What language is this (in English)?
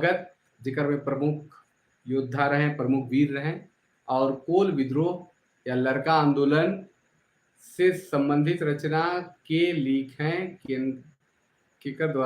Sadri